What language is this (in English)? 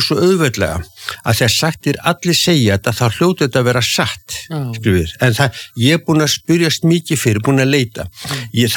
Icelandic